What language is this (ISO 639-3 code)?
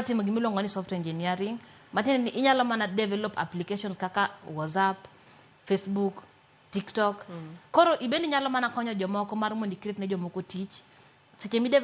luo